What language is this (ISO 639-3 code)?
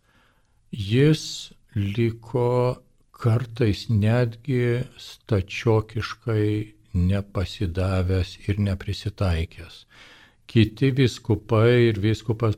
lit